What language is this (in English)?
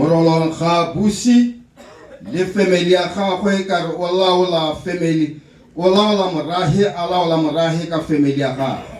Tswana